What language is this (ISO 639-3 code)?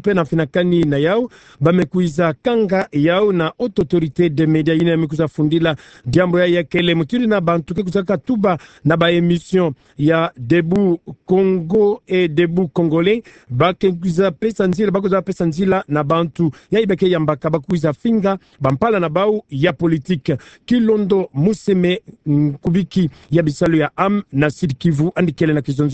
ktu